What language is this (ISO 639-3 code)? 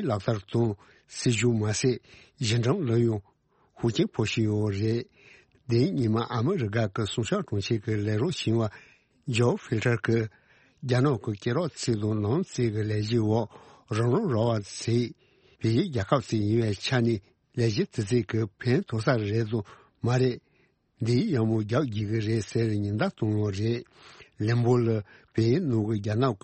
bod